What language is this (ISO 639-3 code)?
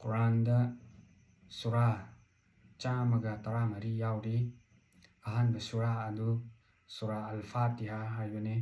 mni